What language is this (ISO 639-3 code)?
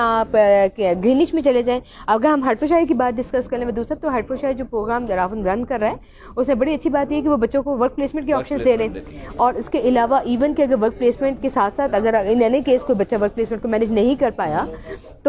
hin